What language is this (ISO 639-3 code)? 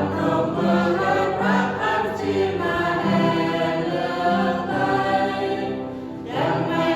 cmo